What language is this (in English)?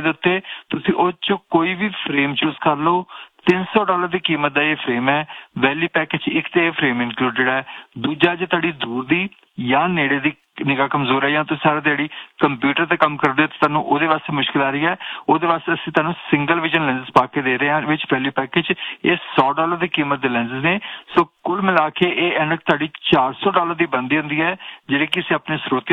Punjabi